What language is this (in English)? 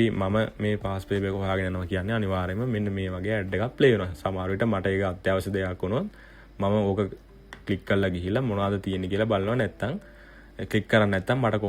Sinhala